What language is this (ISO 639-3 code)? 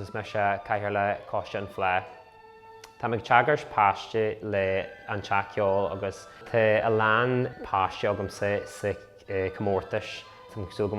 gle